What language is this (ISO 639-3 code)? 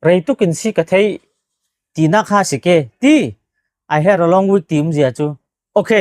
cfm